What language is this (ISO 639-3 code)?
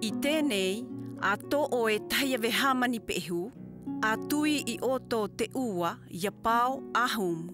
mqm